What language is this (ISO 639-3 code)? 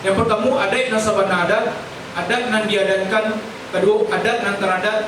min